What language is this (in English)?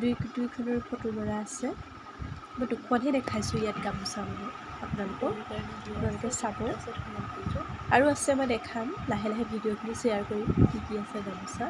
Assamese